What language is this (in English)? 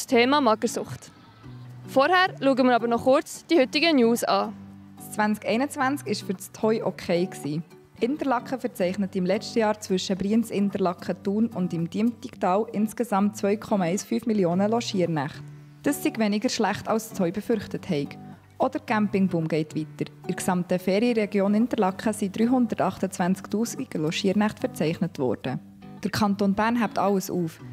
Swiss German